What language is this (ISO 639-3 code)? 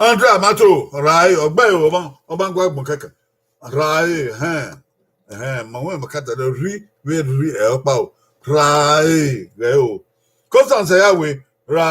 bin